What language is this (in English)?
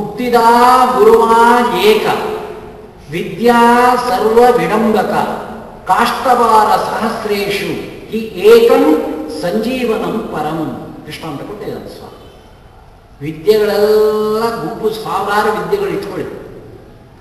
Kannada